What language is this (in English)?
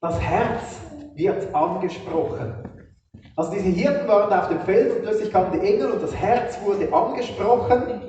Swiss German